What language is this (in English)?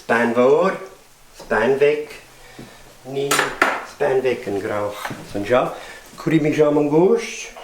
Scottish Gaelic